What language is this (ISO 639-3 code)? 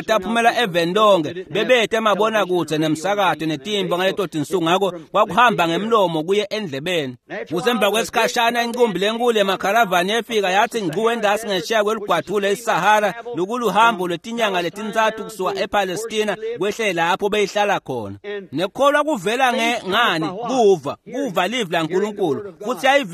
ssw